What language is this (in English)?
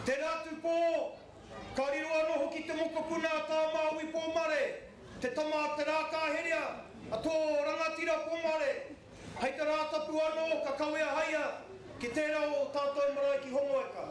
Māori